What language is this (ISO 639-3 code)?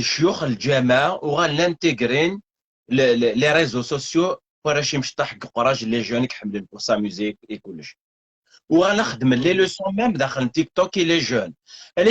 kab